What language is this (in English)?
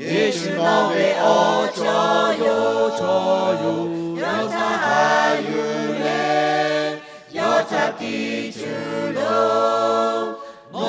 Lahu